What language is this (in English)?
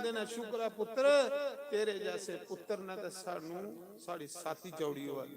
Dogri